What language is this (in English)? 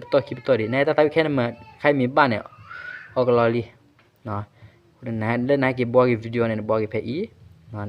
S'gaw Karen